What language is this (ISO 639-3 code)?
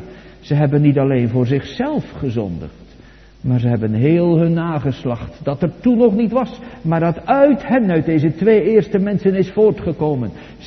nld